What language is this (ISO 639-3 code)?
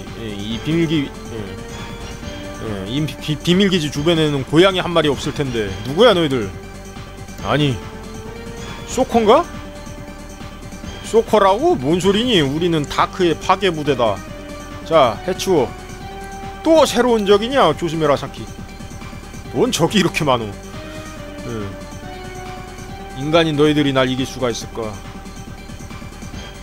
kor